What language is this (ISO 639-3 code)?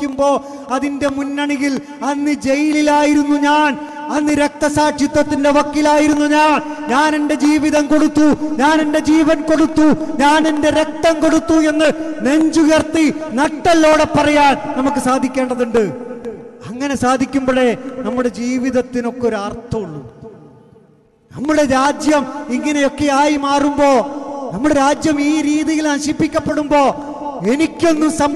mal